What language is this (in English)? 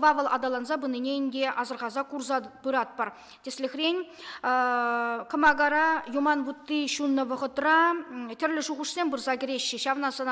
Chuvash